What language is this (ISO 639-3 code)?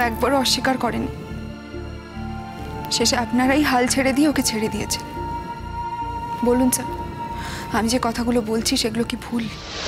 ben